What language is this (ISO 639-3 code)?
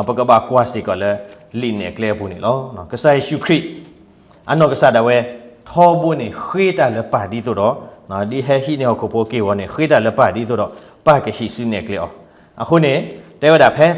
ksw